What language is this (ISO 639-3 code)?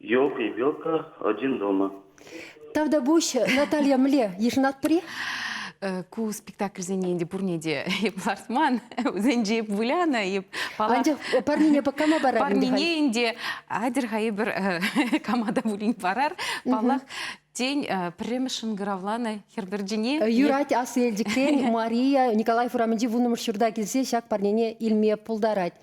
chv